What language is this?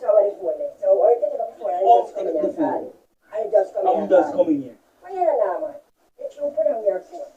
Jamaican Creole English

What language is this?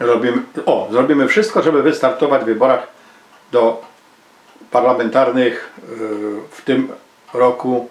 Silesian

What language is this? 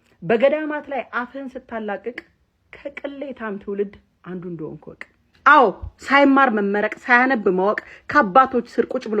Amharic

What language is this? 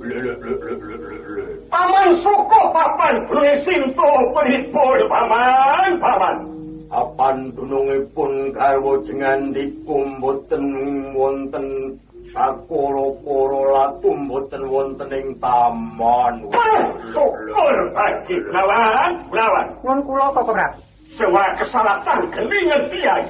Javanese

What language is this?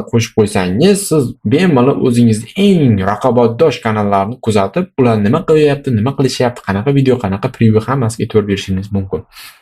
Uzbek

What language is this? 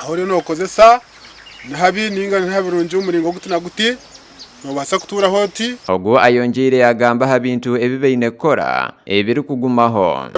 Nyankole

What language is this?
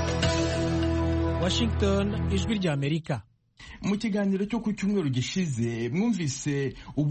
Kinyarwanda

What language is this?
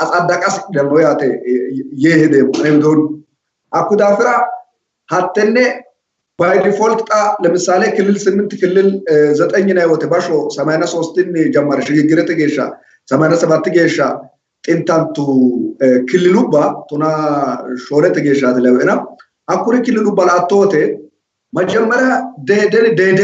Sidamo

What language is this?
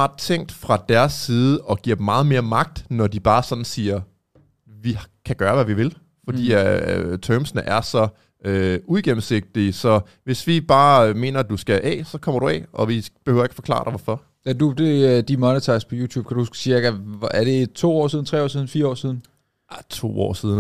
Danish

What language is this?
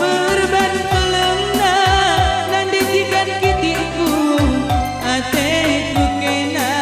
Batak Karo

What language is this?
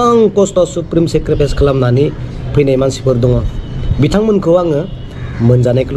Bodo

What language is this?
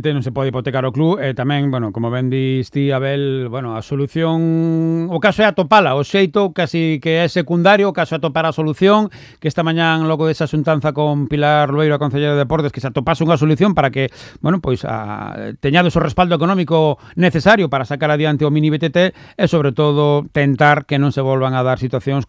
Galician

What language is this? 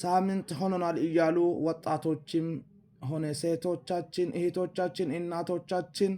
Amharic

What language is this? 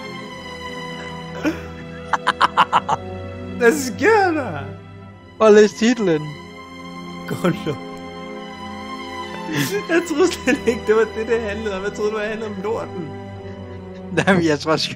Danish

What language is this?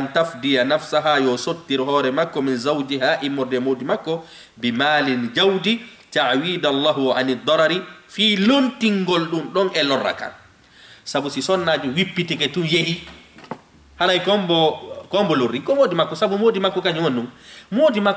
Fula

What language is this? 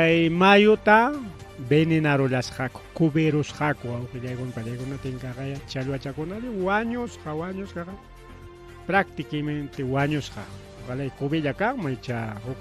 Ayacucho Quechua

